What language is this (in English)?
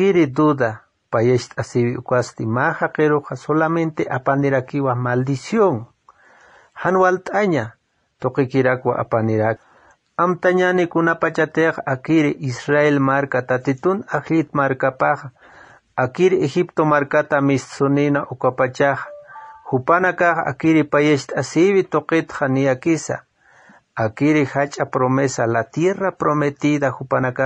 Aymara